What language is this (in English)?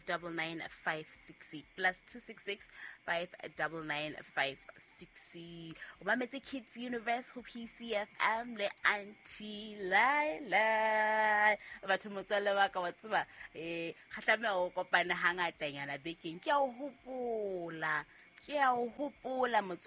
Southern Sotho